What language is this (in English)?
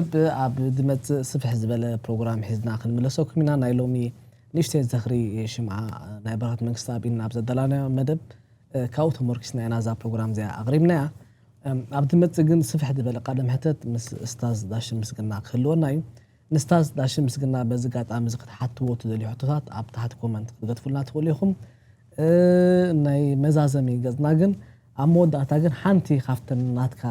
Tigrinya